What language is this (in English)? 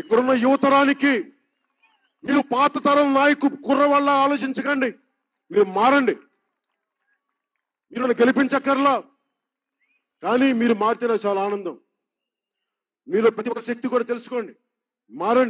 Telugu